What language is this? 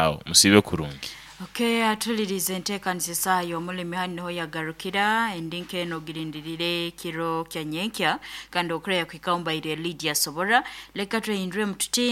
Nyankole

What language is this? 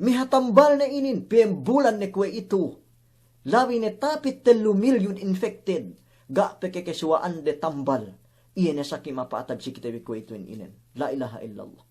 Yakan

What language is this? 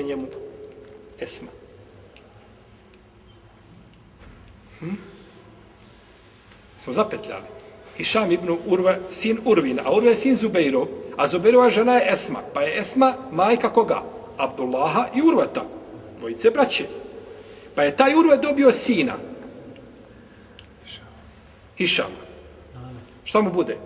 Bosnian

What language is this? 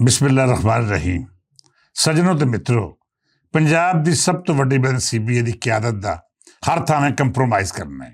Western Panjabi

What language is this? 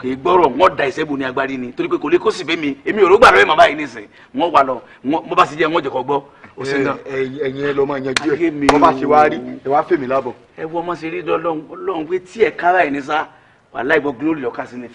Yoruba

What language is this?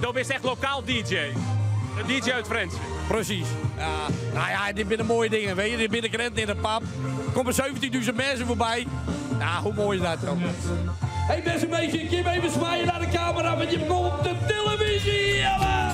Western Frisian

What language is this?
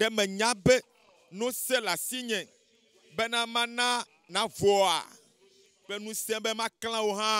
Ewe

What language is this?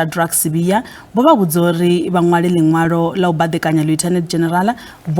Venda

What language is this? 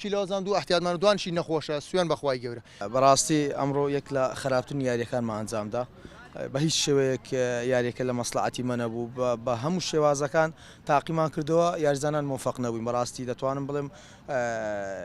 Central Kurdish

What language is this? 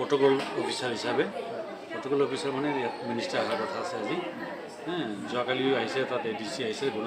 Assamese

